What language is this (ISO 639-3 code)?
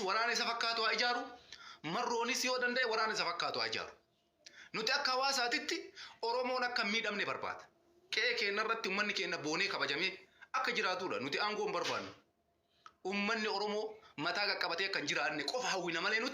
orm